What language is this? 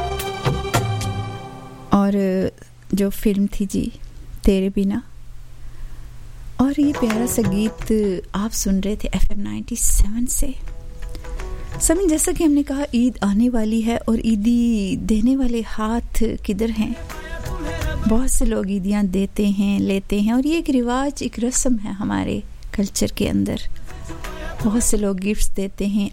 Urdu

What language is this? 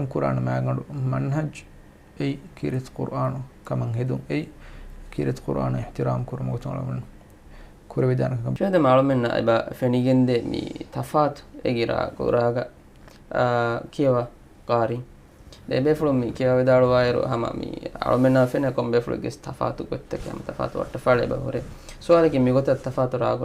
Divehi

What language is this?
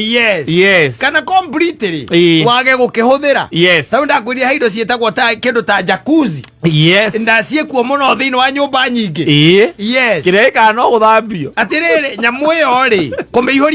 Kikuyu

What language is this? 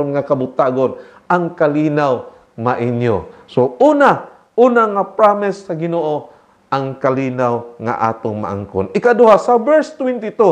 Cebuano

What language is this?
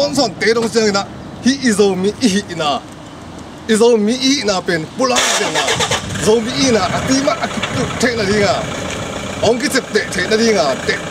Tedim Chin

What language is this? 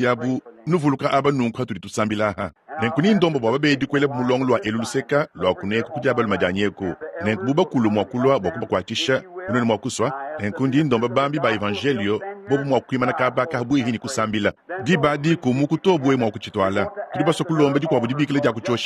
Luba-Lulua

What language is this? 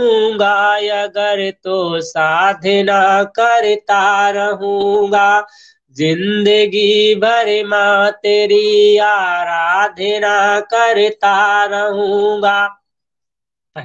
Hindi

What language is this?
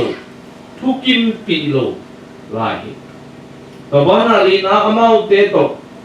Tedim Chin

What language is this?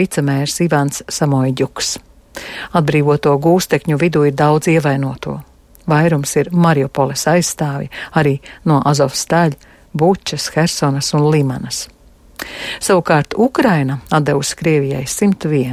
Latvian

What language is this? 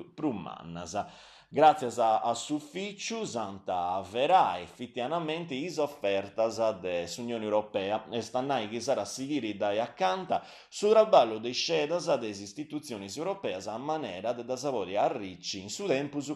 Sardinian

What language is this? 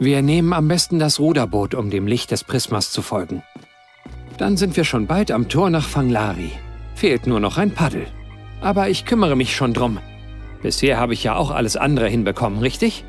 Bavarian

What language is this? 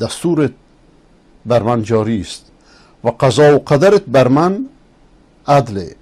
Persian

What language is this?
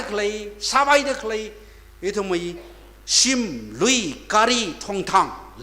Tangkhul Naga (India)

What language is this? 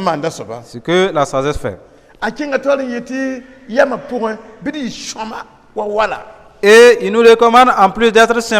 Mossi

